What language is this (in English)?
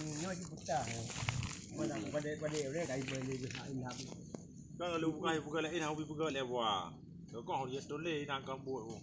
Achinese